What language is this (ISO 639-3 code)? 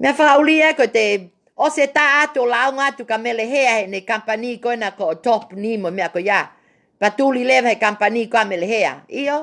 ton